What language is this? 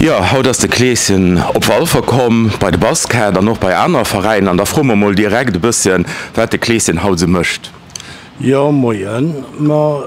Luxembourgish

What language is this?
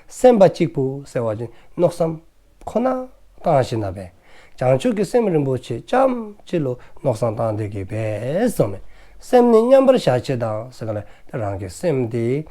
Dzongkha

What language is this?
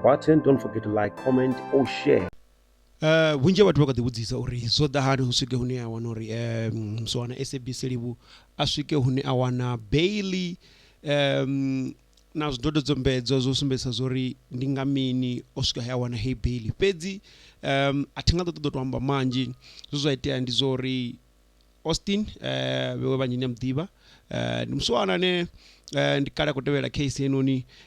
Venda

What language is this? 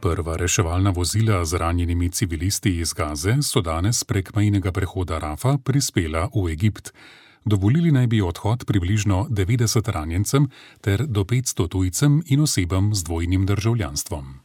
Slovenian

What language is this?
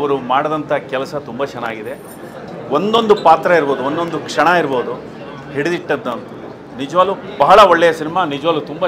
Kannada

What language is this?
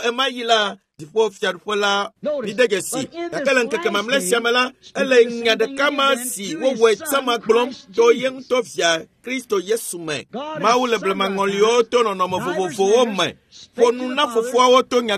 Ewe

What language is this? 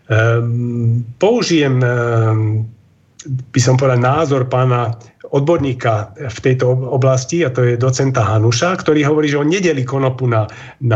Slovak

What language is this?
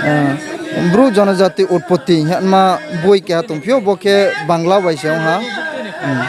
Riang (India)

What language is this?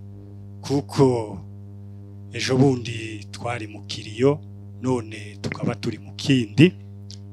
Kinyarwanda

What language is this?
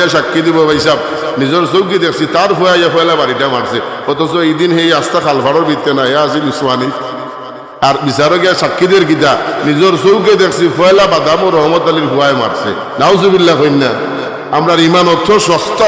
Sylheti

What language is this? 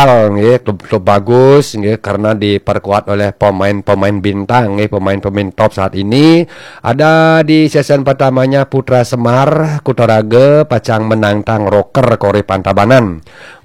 Balinese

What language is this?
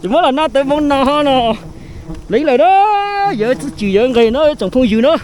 Hmong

